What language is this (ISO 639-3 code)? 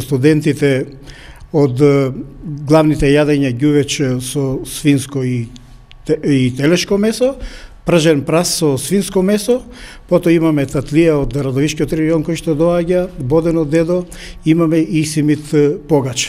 mkd